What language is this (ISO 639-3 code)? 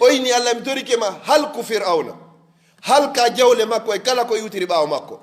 ful